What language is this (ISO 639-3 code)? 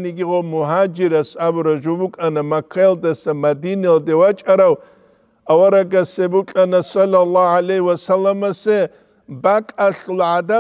ava